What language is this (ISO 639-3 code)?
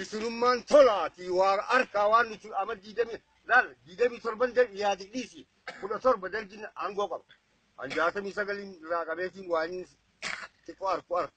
orm